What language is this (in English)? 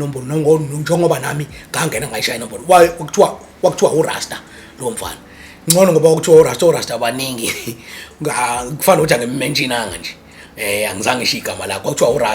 Zulu